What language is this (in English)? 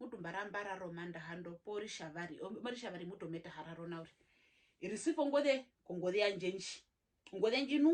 Herero